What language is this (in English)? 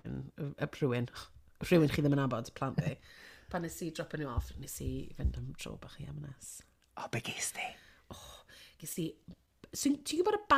Welsh